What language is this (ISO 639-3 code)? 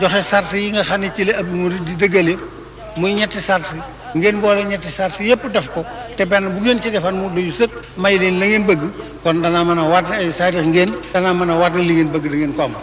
wol